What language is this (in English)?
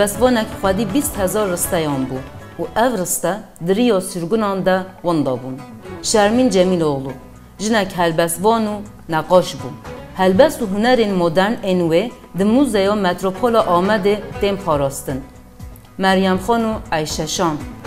Kurdish